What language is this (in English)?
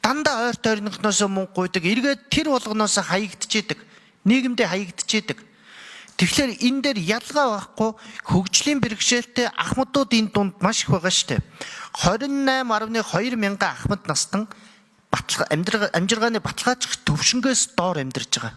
Mongolian